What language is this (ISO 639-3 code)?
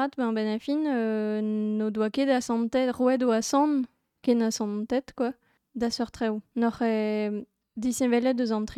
bre